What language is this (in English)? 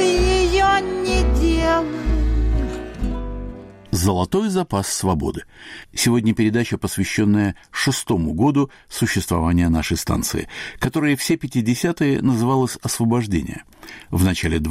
Russian